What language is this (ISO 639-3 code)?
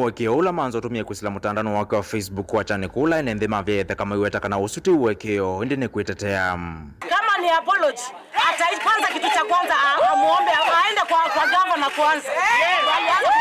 kam